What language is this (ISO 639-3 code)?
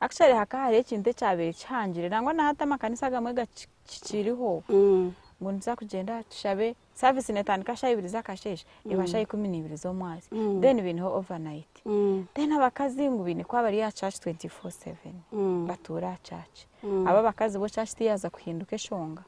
nyn